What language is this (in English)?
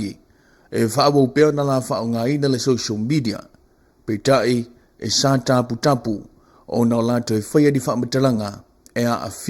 Samoan